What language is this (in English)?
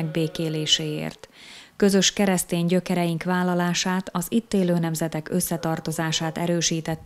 Hungarian